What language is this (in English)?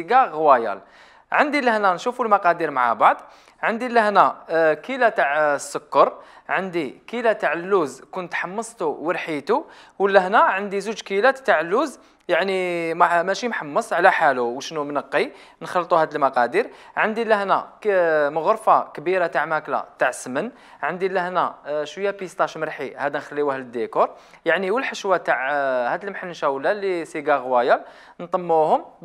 Algerian Arabic